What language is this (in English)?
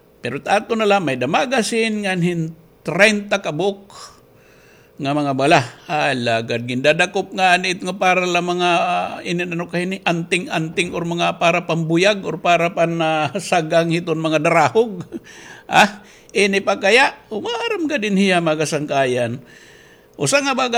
Waray